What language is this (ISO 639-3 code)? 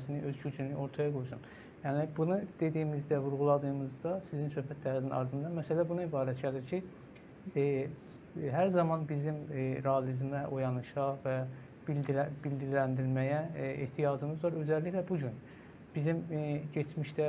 azb